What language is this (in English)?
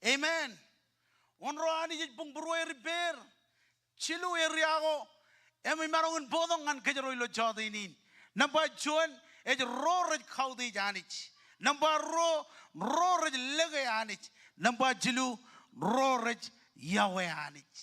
Marshallese